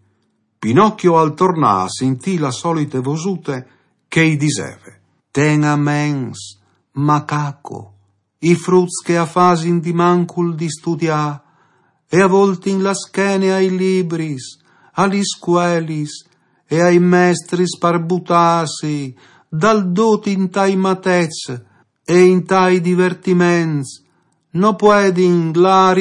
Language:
Friulian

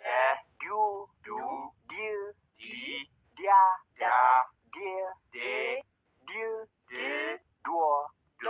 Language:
Amharic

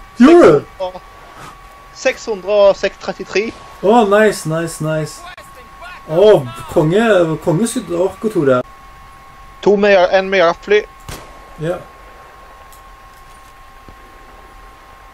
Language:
Norwegian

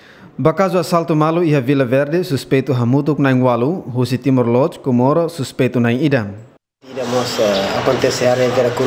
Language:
Tetum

